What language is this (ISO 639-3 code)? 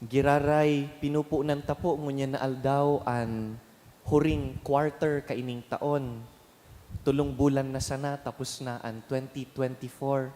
bik